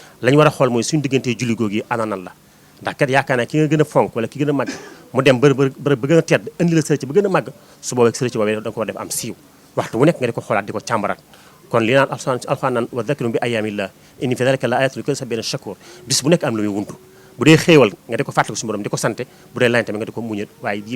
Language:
Wolof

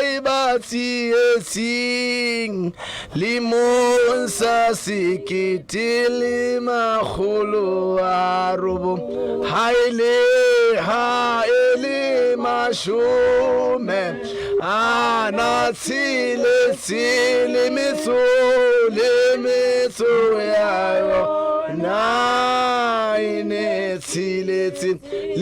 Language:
Southern Sotho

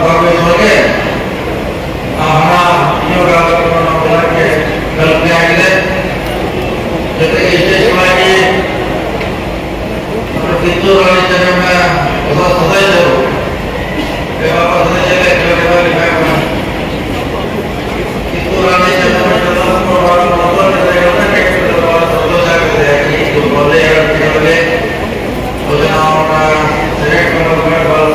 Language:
Kannada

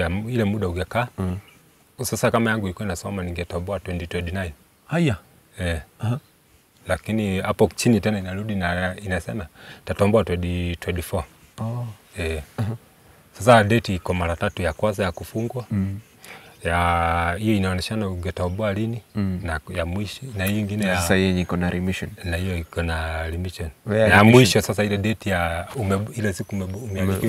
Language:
Swahili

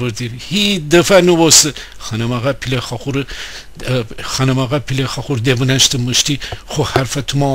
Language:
Gilaki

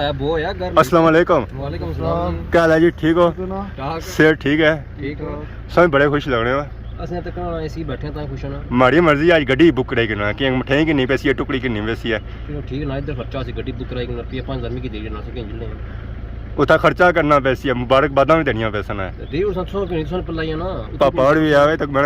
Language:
Pahari-Potwari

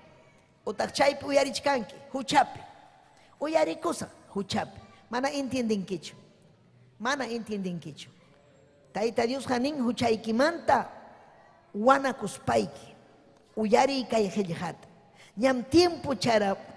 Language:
Ayacucho Quechua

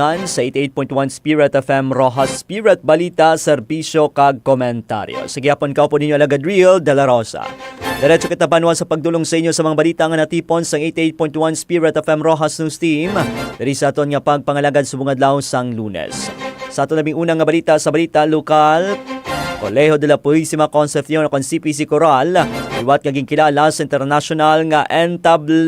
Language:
Hiligaynon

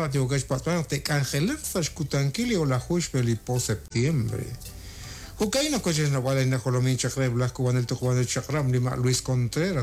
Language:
Kekchí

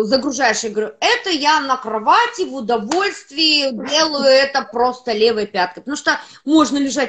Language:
Russian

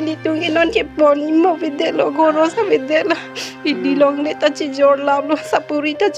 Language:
Karbi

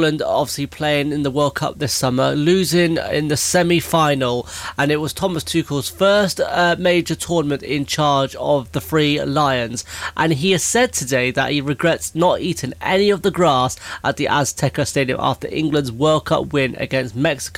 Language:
English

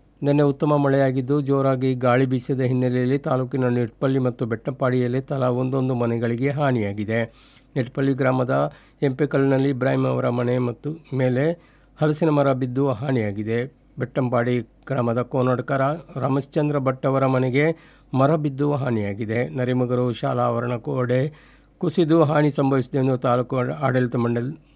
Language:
Kannada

